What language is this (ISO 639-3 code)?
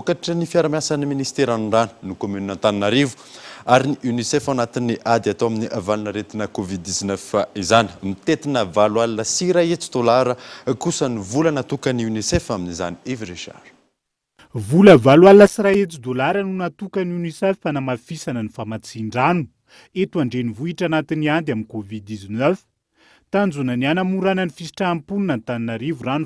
mlg